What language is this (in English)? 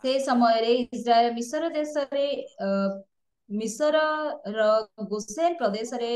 Odia